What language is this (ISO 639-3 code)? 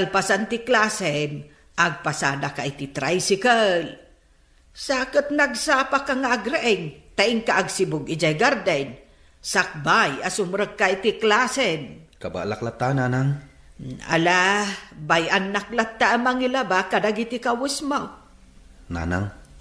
ilo